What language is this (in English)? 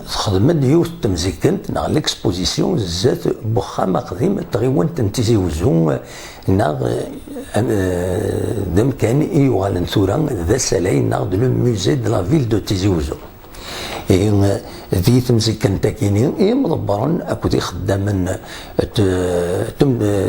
Kabyle